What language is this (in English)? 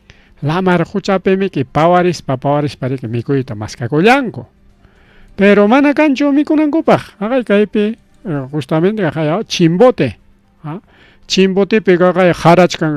Ayacucho Quechua